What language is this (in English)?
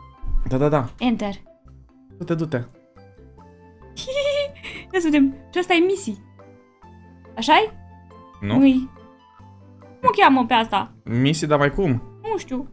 Romanian